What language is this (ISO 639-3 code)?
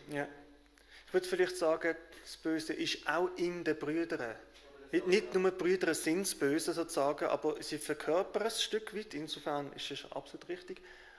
gsw